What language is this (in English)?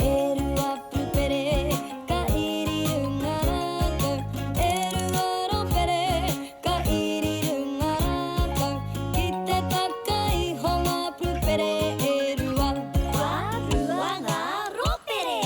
Māori